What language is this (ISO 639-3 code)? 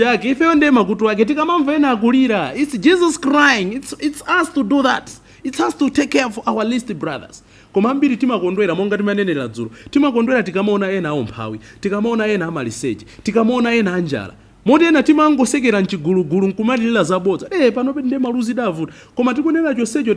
nya